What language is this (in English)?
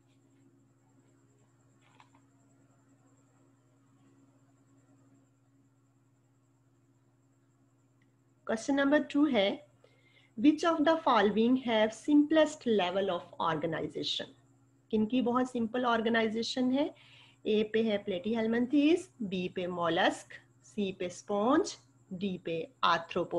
Hindi